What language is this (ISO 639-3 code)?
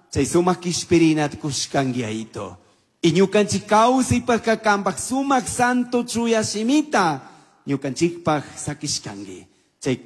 qug